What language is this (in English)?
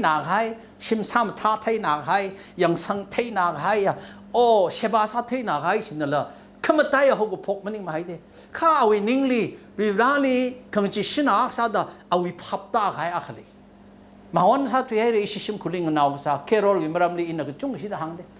Tangkhul Naga (India)